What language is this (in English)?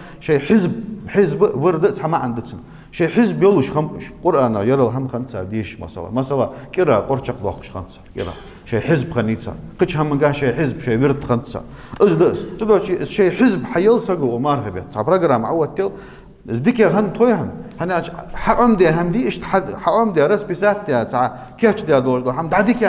Ingush